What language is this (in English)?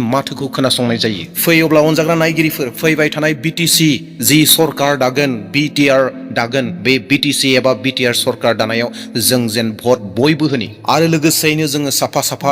Bodo